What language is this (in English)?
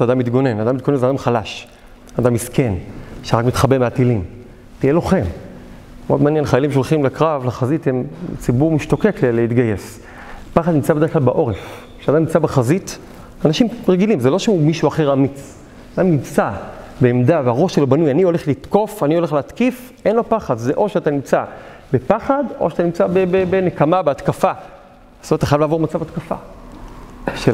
Hebrew